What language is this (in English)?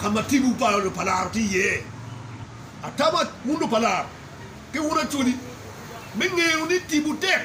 Acoli